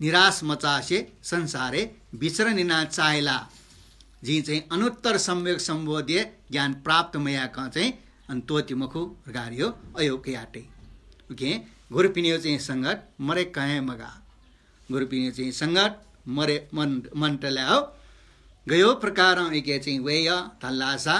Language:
Newari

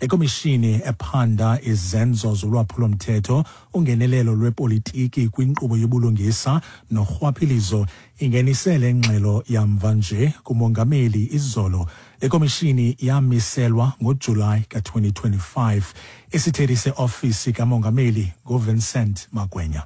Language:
Xhosa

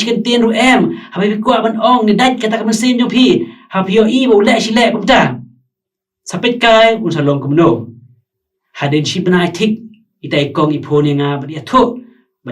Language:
Khasi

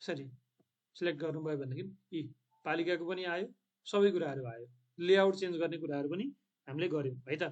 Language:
Nepali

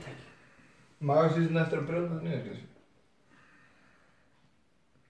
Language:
Icelandic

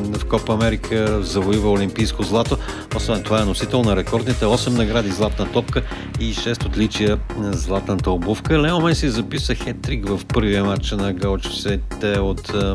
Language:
Bulgarian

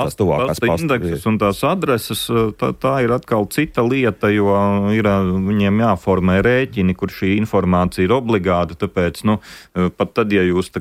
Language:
Latvian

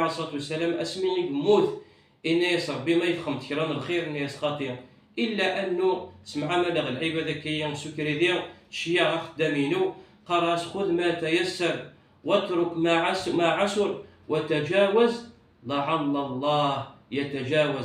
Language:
Kabyle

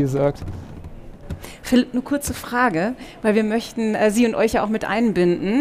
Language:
German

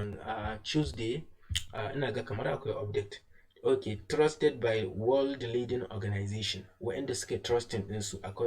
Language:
Hausa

